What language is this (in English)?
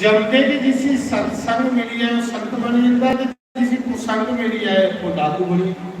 Dogri